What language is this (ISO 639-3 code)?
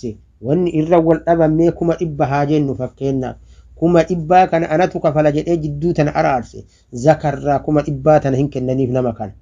orm